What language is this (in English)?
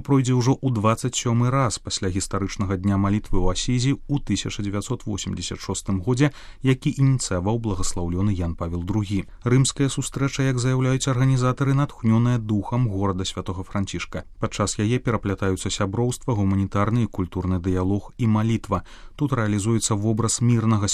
Belarusian